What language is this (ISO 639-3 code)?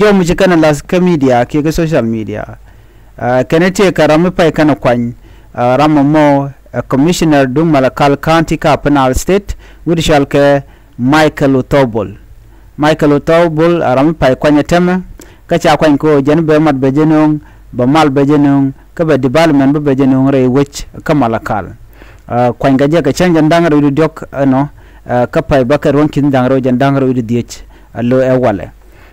nus